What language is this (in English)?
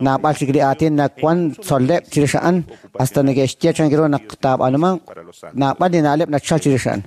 Kekchí